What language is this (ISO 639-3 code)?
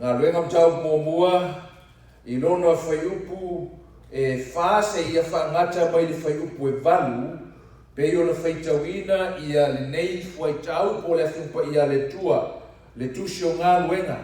smo